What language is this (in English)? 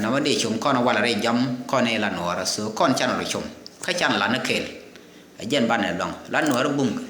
Nuer